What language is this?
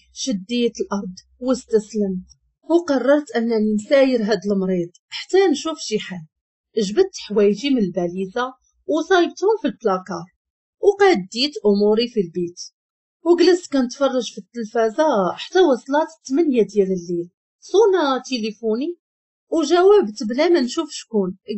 Moroccan Arabic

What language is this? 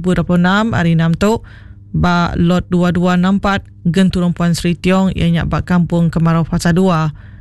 Iban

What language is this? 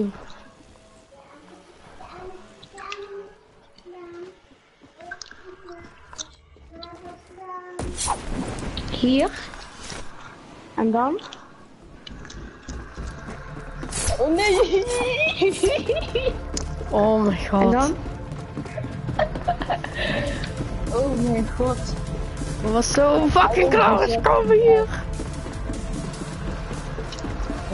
Dutch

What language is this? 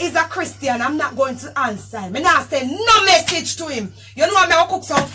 Jamaican Creole English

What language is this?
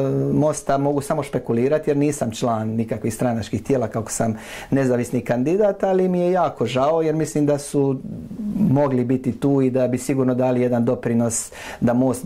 Croatian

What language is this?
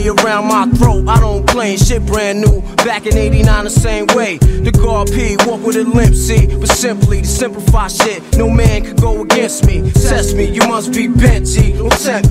English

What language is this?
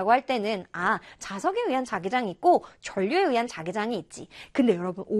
Korean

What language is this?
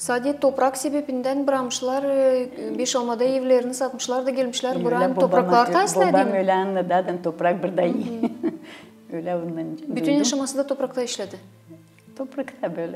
Gagauz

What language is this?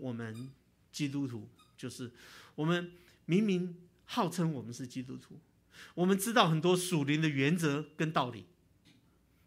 Chinese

